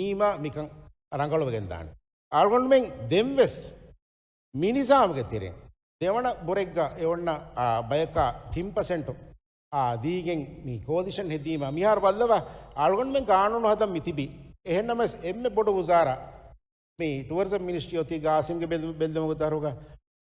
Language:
Divehi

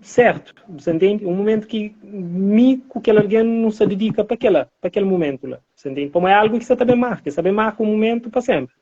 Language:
Kabuverdianu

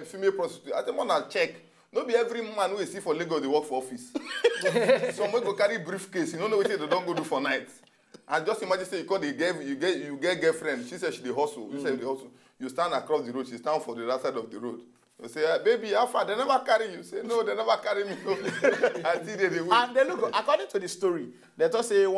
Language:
Nigerian Pidgin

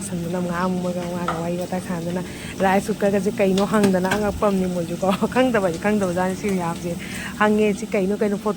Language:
Manipuri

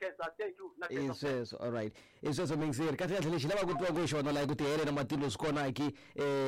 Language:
Tsonga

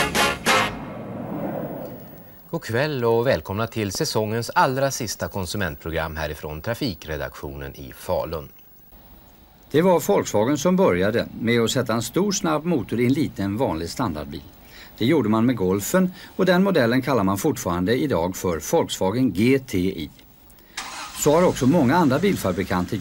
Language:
Swedish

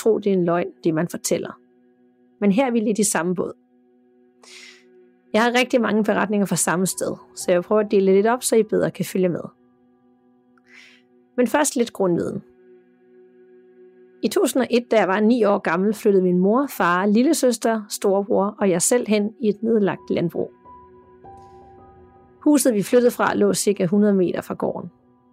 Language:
Danish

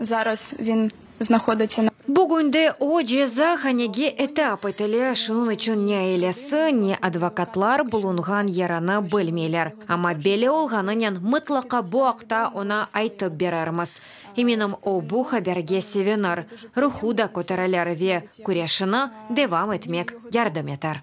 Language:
Crimean Tatar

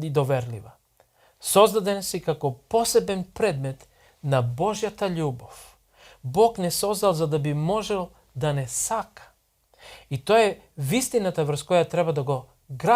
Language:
Macedonian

